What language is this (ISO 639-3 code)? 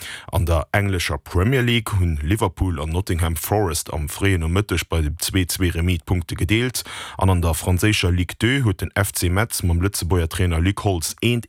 ltz